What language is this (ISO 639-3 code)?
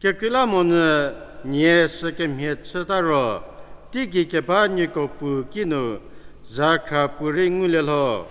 njm